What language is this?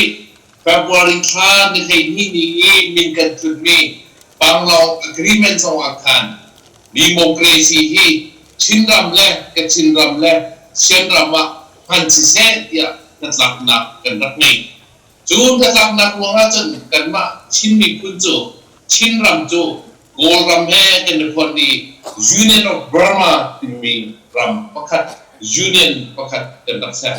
Hakha Chin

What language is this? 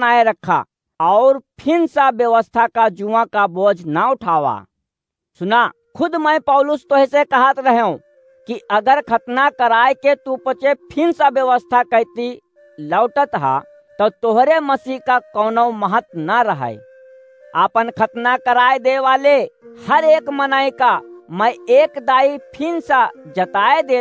Awadhi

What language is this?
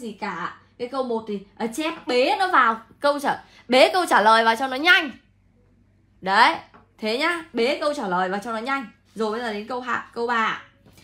Vietnamese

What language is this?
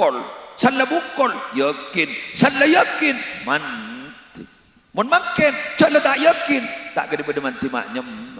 Madurese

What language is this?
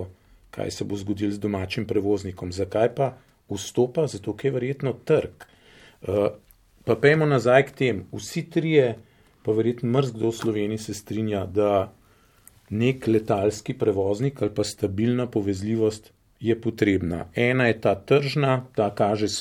Slovenian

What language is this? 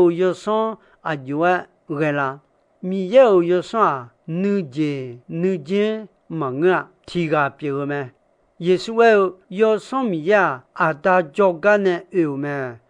Akha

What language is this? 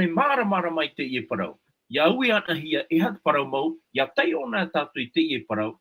Tahitian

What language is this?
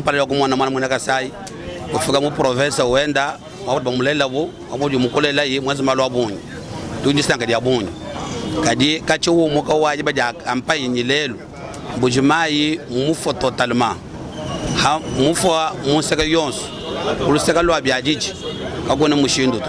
Luba-Lulua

